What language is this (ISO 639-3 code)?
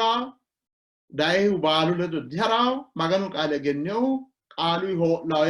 sid